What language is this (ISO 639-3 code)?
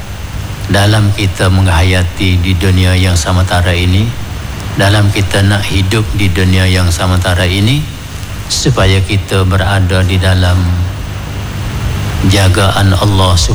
msa